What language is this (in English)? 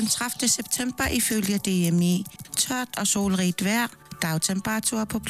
Danish